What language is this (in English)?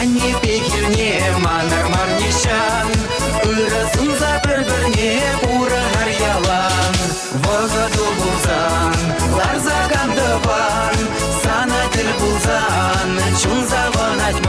Chuvash